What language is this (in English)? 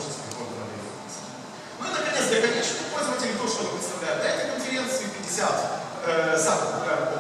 Russian